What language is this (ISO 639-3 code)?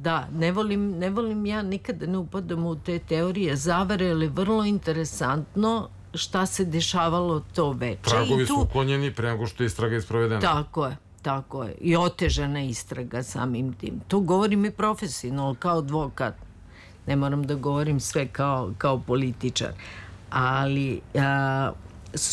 srp